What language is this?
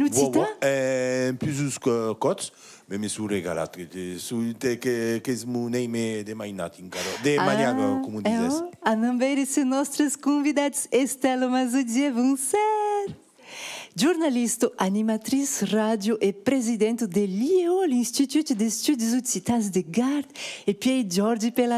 Occitan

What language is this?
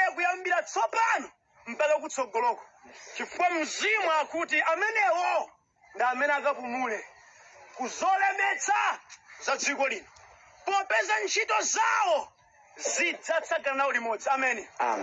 Nyanja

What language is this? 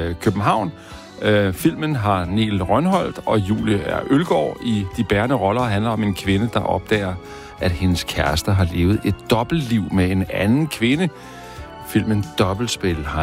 Danish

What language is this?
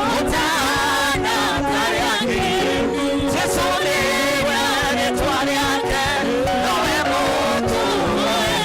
Kikuyu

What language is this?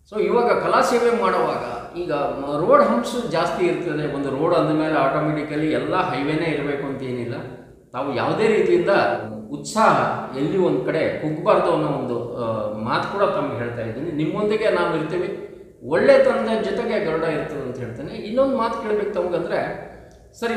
Kannada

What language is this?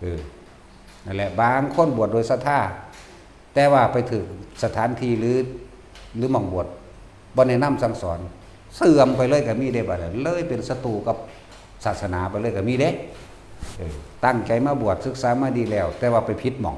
Northeastern Thai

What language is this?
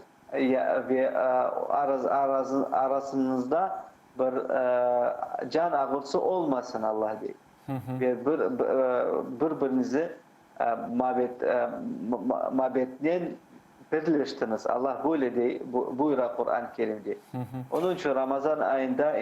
Crimean Tatar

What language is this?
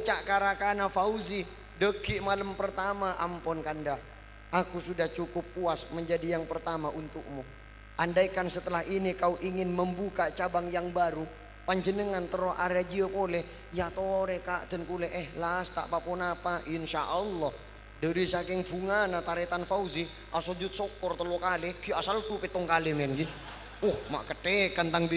Madurese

